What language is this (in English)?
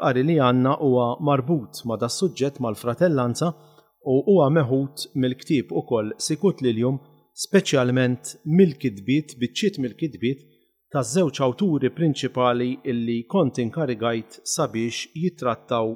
Maltese